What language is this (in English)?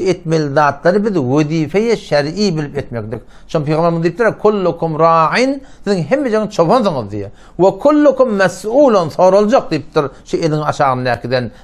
Turkmen